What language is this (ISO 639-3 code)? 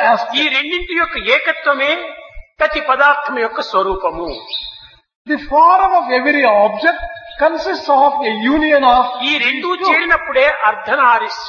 tel